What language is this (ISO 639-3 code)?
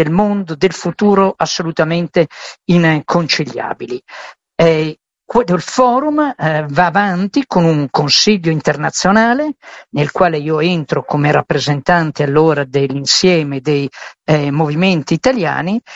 ita